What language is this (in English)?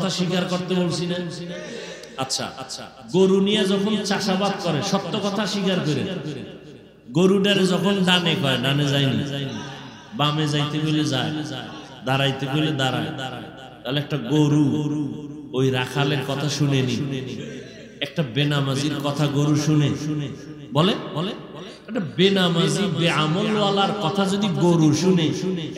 Bangla